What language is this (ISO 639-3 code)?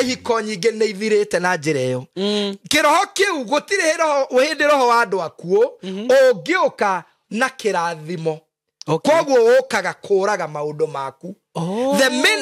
kik